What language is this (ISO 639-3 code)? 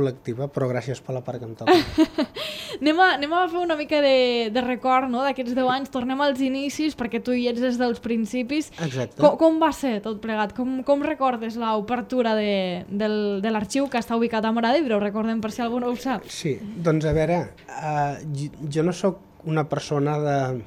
cat